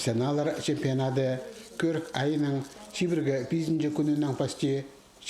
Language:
Khakas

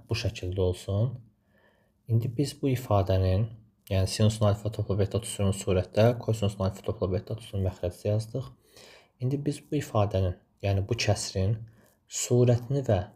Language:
Azerbaijani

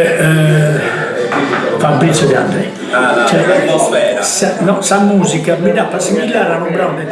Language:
Sardinian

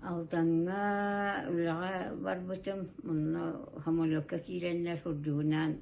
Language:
Yakut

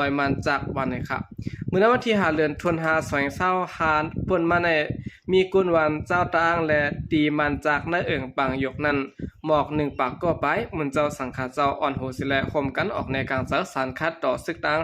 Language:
Shan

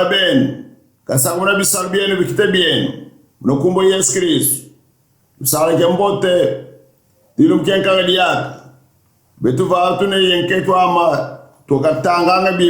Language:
Kongo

